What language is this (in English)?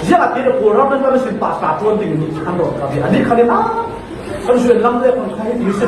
Falam Chin